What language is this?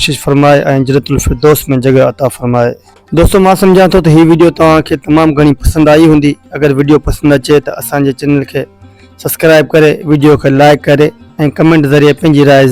Sindhi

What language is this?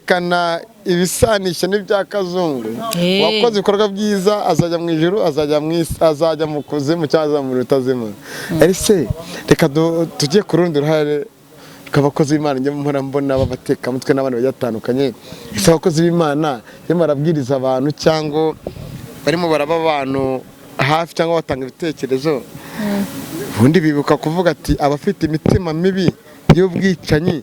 Kinyarwanda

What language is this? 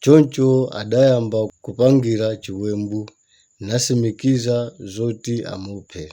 Nyanja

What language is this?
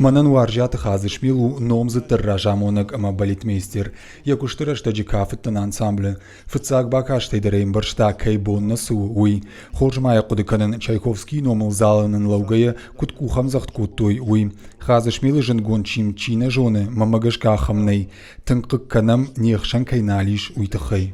Ossetic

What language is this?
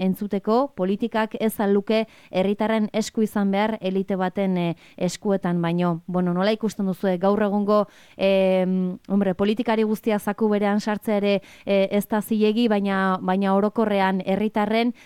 Basque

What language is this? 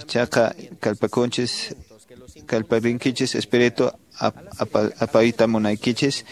Quechua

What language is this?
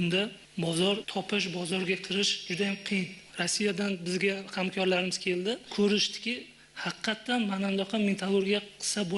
Uzbek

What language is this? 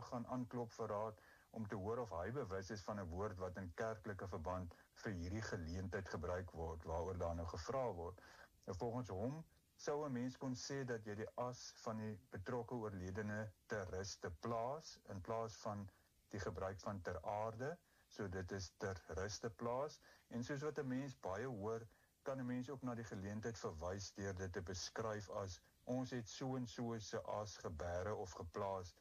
Afrikaans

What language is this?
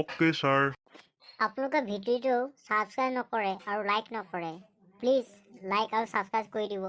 Assamese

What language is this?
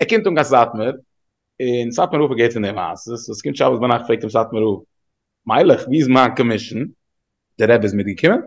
Yiddish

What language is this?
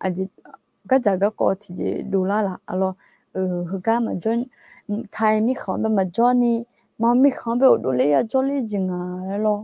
Akha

